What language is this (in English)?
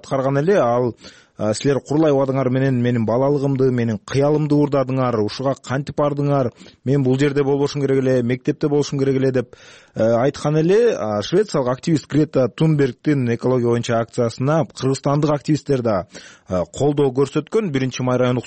Kyrgyz